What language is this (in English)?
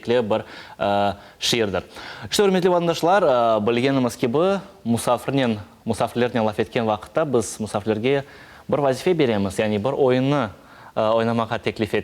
Crimean Tatar